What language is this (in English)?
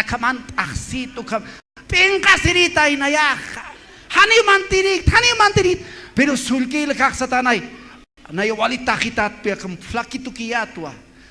Aymara